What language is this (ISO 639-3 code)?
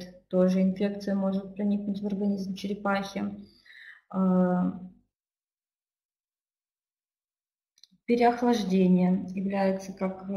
rus